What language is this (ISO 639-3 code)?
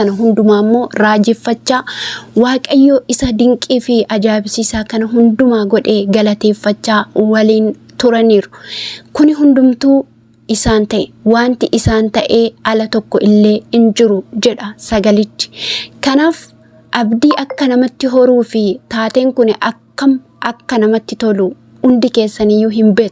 orm